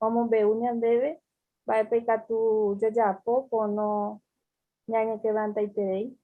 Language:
Guarani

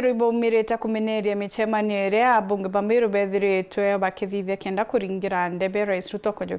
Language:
Meru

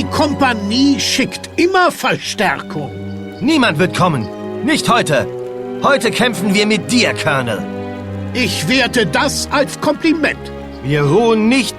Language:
Bavarian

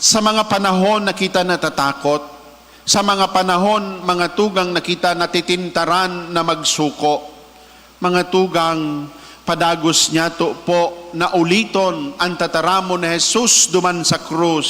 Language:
Bikol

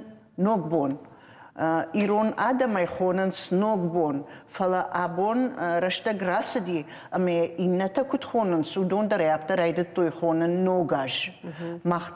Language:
Ossetic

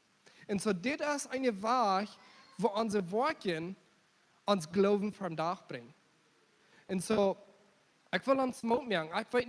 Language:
Plautdietsch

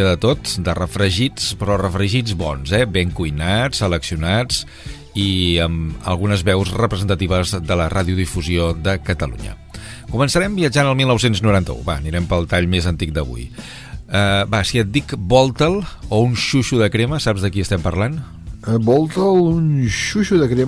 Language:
Catalan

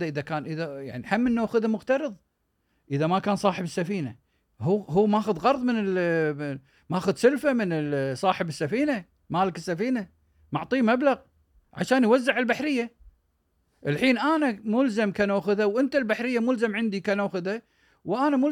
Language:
Gulf Arabic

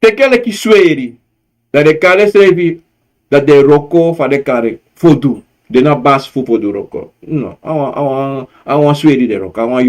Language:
Sranan Tongo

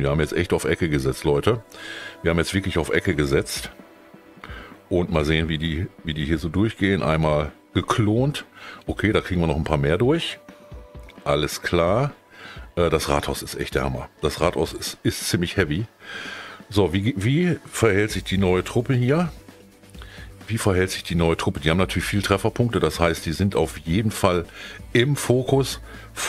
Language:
German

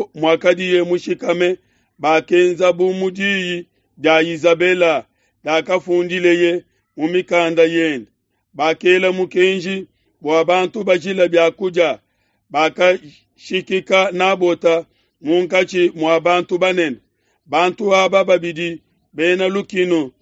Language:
Luba-Lulua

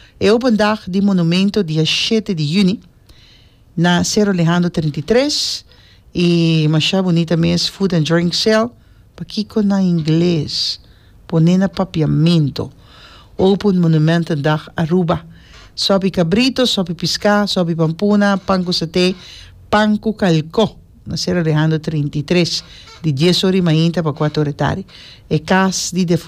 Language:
Papiamento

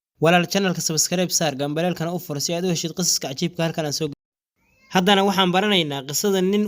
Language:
Somali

